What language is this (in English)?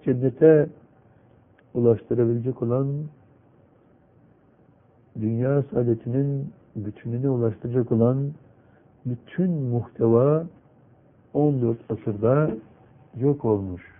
Turkish